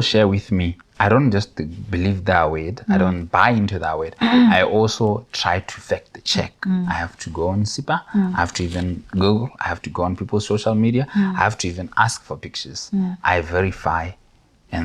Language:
Tswana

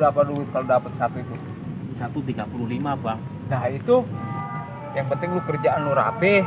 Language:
Betawi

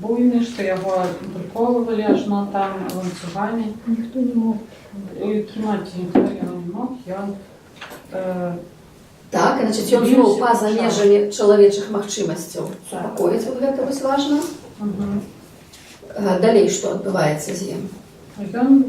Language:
Belarusian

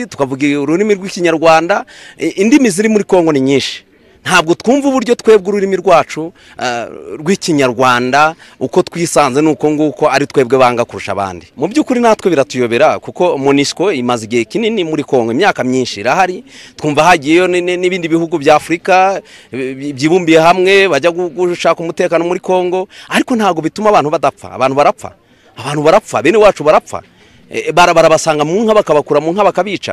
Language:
Kinyarwanda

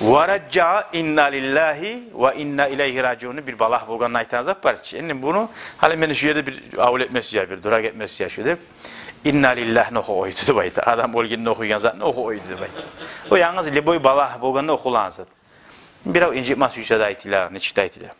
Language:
Kumyk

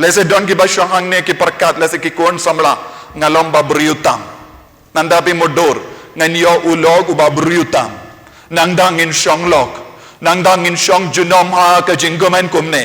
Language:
Khasi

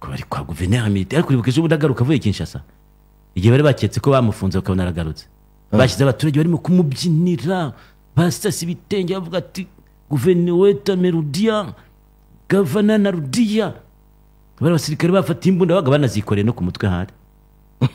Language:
Kinyarwanda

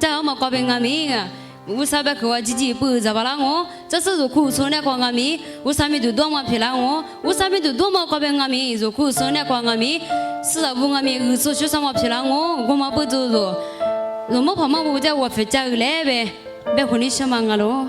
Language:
Lisu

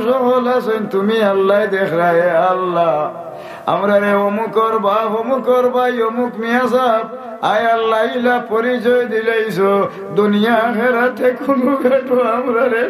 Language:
Sylheti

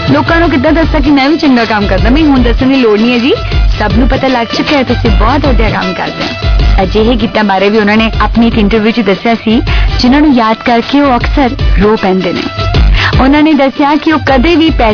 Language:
Punjabi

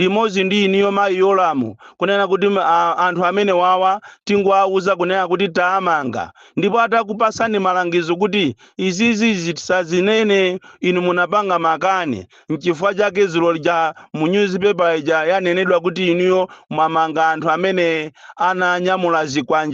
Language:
Nyanja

